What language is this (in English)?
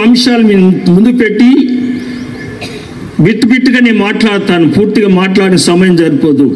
Telugu